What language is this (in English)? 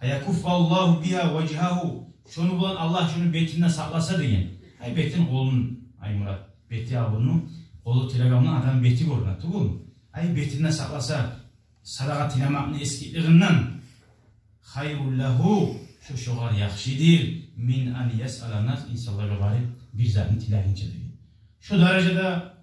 Kumyk